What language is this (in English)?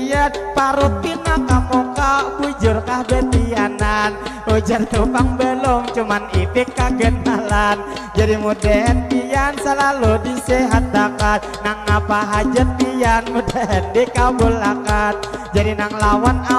Banjar